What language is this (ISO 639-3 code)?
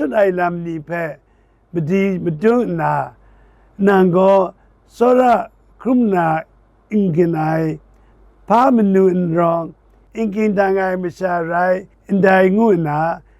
kac